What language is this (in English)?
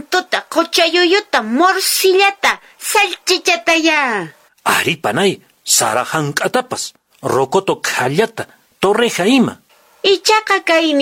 Quechua